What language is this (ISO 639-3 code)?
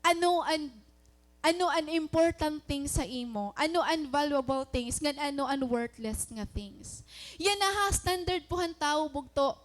war